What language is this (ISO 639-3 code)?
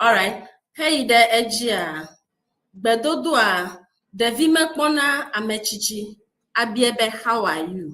ewe